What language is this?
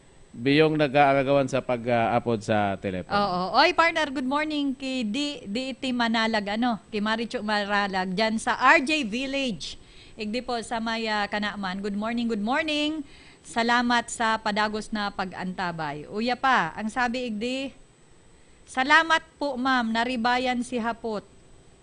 Bikol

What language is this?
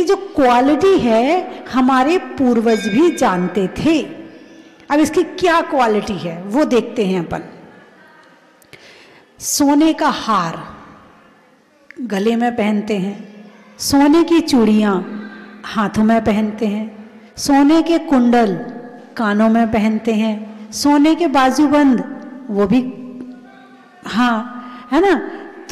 Hindi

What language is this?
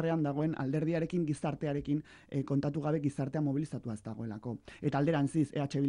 Basque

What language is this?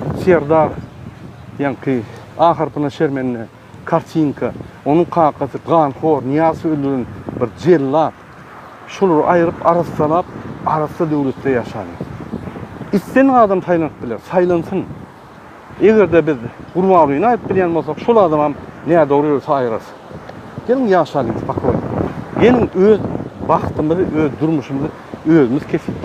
Turkmen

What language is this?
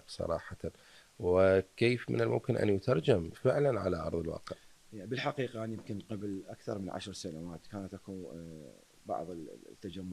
Mesopotamian Arabic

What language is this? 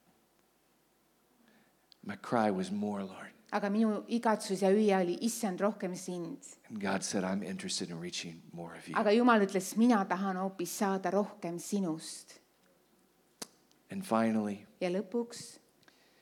Estonian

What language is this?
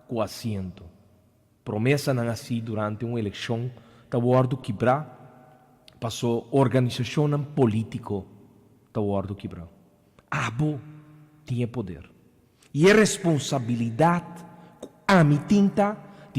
Papiamento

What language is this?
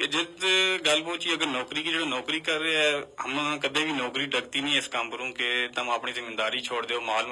Gujari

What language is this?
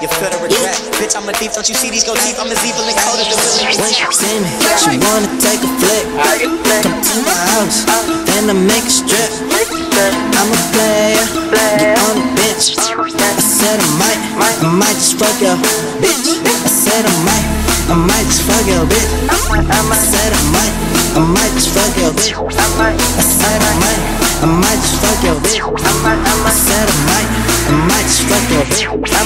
English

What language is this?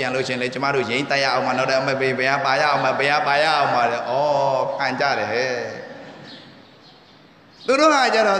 Burmese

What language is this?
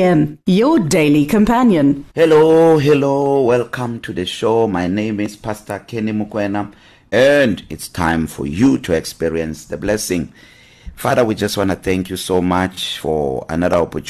English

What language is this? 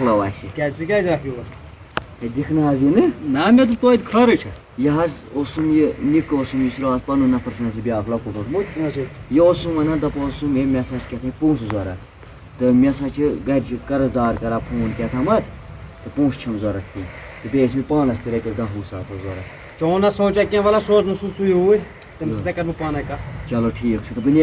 Kashmiri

